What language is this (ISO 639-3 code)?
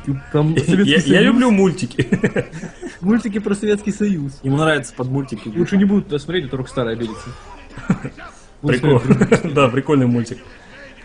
rus